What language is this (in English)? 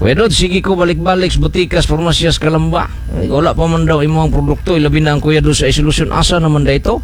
Cebuano